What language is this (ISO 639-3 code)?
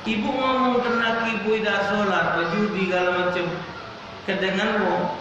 mui